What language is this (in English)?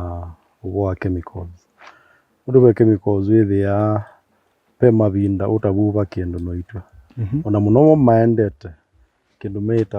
Kamba